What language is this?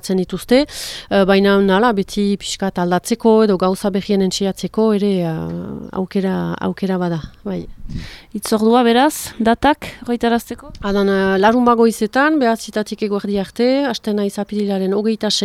Basque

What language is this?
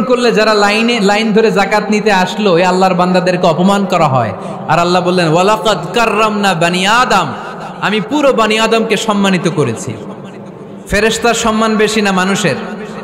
Bangla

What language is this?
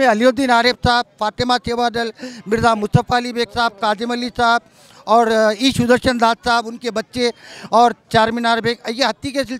Urdu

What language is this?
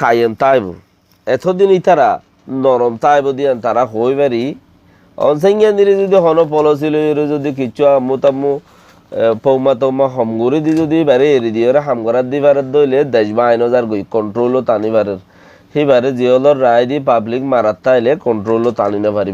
Rohingya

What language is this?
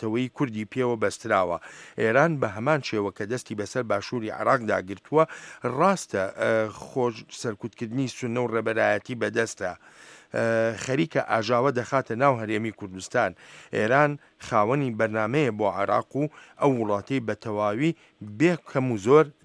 Central Kurdish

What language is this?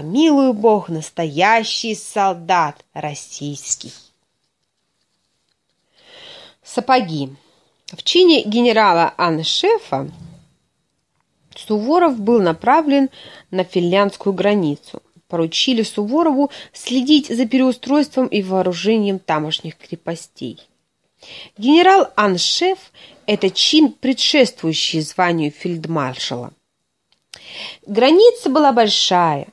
Russian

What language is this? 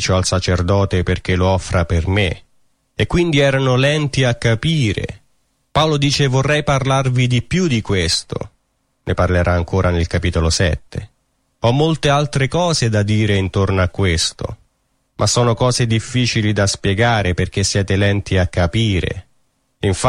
Italian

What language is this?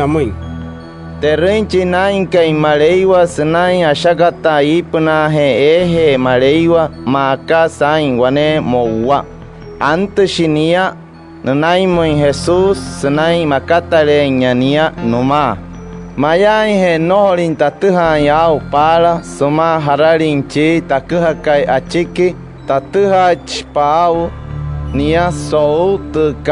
Wayuu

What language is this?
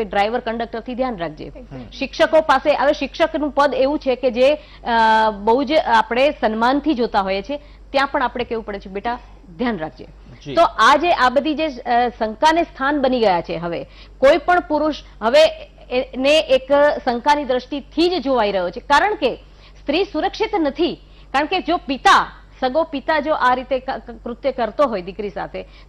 Gujarati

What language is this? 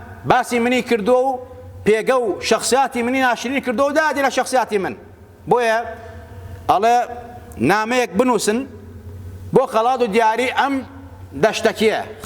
Central Kurdish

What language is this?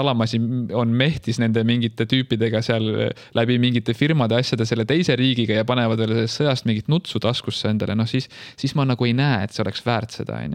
Estonian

